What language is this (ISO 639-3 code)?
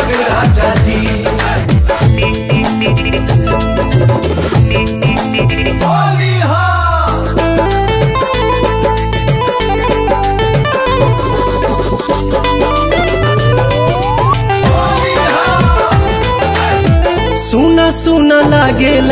bho